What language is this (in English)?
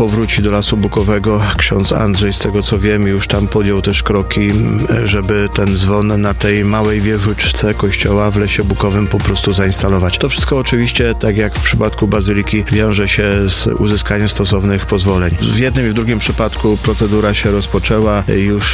Polish